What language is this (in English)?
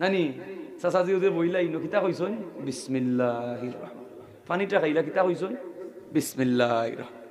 Sylheti